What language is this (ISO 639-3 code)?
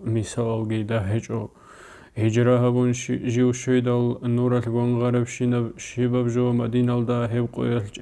ava